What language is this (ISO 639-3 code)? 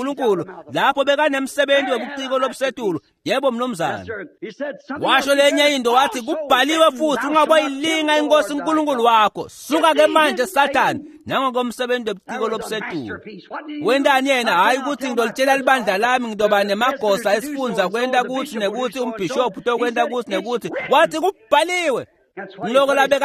ssw